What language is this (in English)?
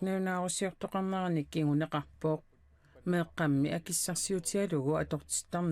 Kalaallisut